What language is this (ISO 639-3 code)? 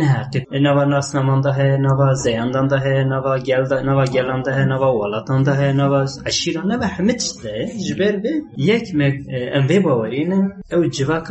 kur